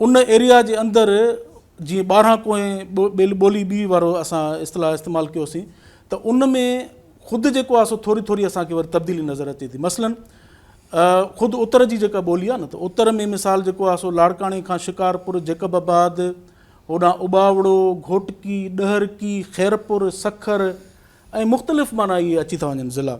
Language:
Sindhi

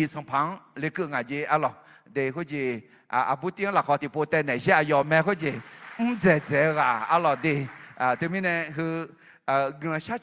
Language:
Akha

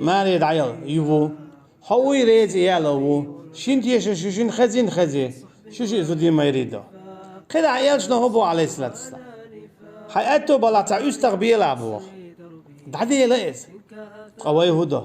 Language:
Chechen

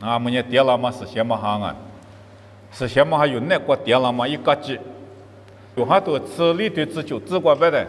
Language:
Lisu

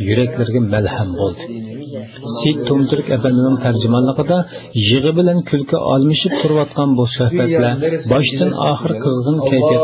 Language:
Uyghur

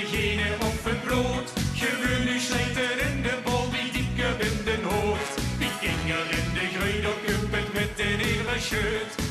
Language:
Limburgish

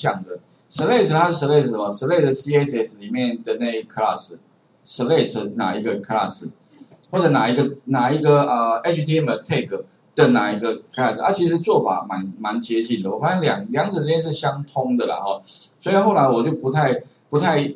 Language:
Chinese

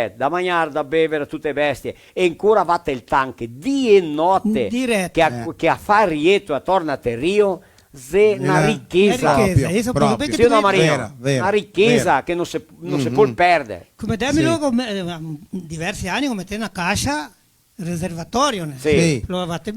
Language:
Venetian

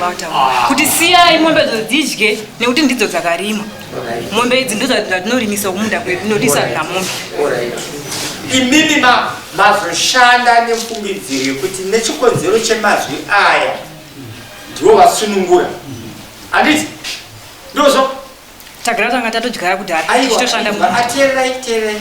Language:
Shona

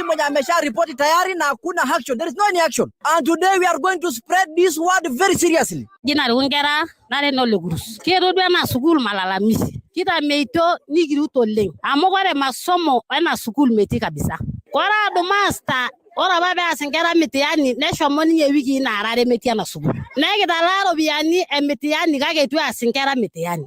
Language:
Masai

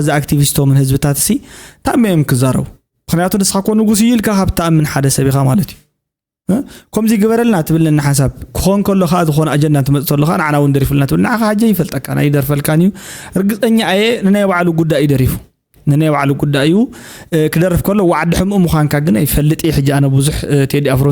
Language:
Tigrinya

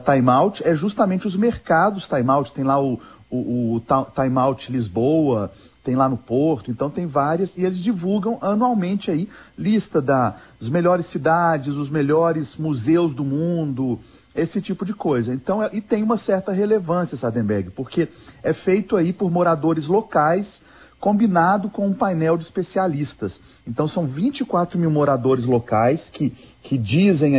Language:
Portuguese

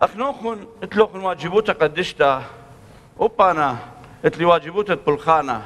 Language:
Assyrian Neo-Aramaic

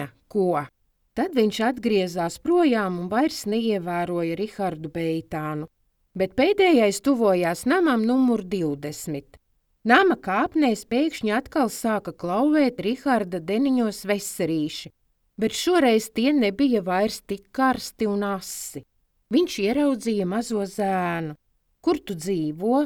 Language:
Latvian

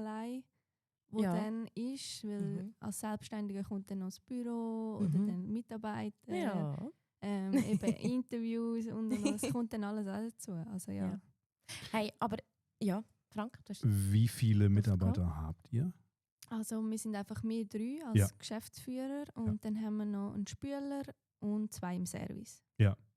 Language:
Swiss German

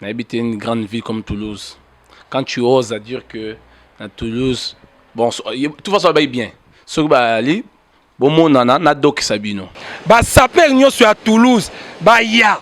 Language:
Lingala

